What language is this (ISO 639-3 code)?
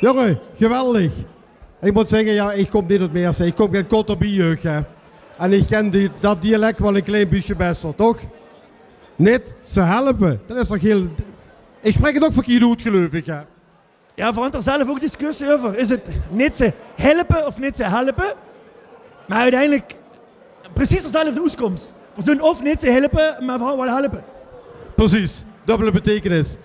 lim